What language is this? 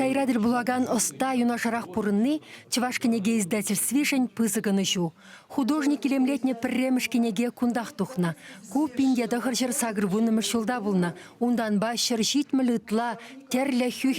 Chuvash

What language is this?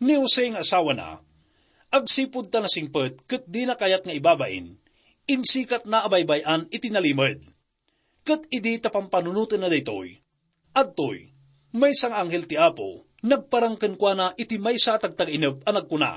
Iloko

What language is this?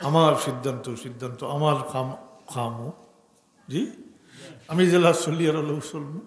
Sylheti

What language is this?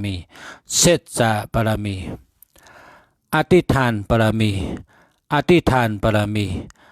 Shan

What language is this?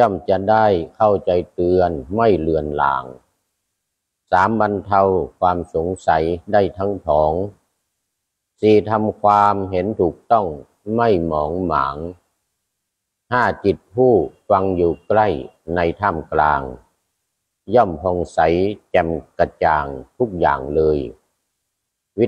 Thai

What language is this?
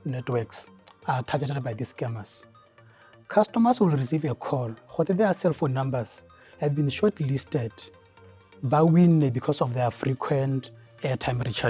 Tswana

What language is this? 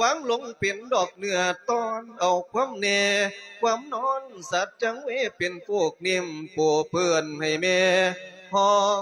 Lao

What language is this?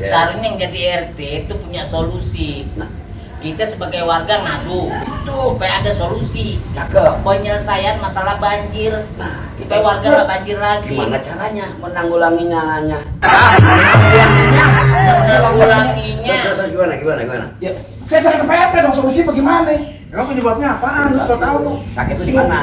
Betawi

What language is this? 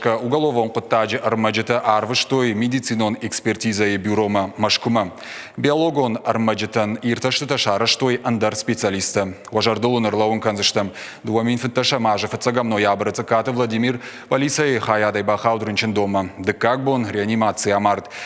Ossetic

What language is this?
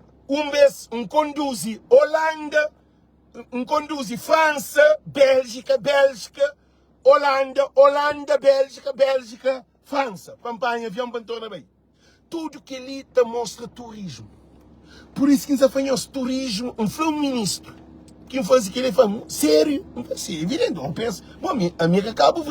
Kabuverdianu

